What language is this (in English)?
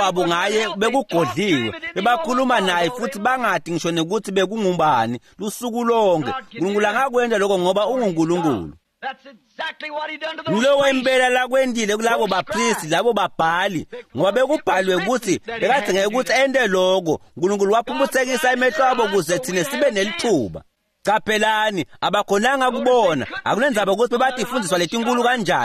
Swati